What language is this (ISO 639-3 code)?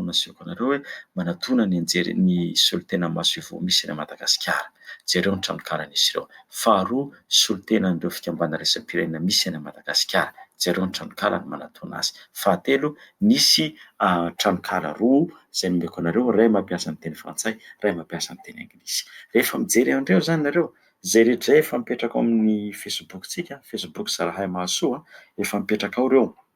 mlg